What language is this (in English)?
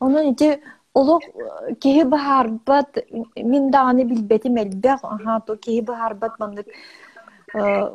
Yakut